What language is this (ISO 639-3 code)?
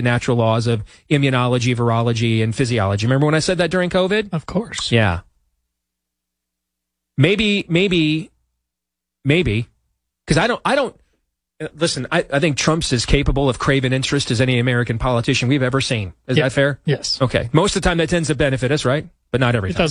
eng